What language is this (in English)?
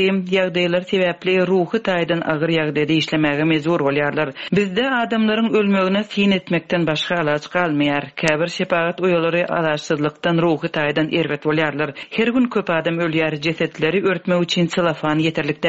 Turkmen